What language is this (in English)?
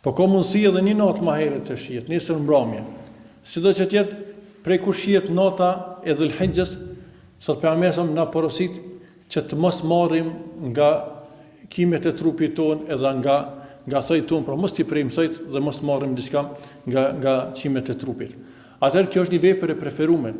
Albanian